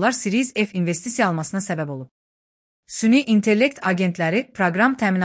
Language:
Azerbaijani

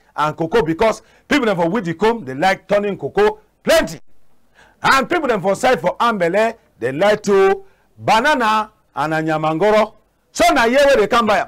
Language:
Cameroon Pidgin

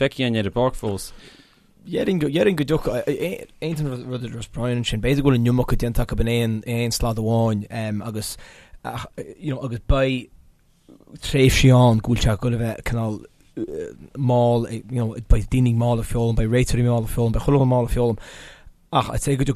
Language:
Irish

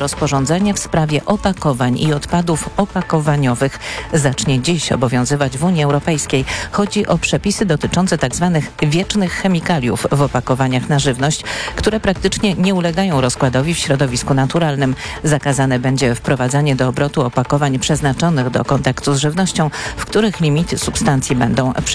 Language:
Polish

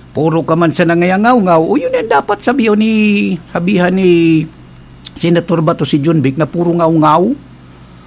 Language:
Bikol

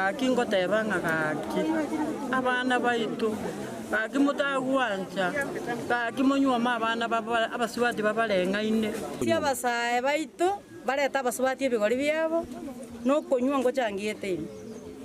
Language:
Gusii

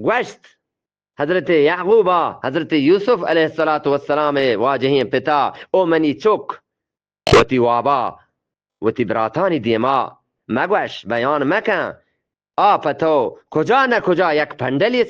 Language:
Eastern Balochi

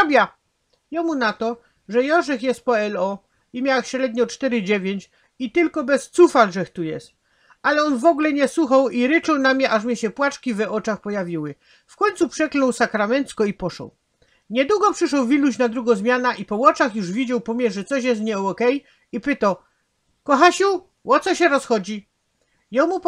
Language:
Silesian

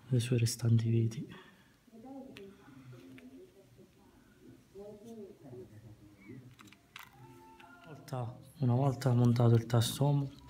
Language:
Italian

